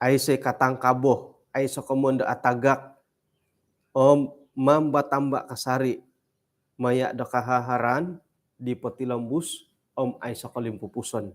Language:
Central Dusun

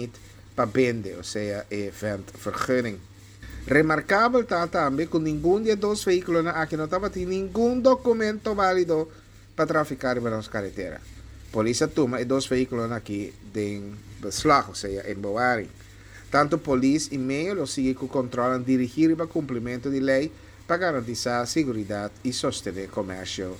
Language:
Papiamento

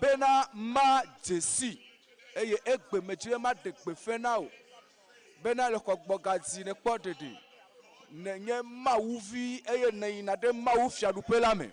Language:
Ewe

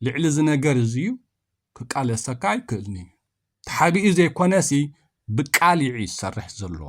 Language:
Tigrinya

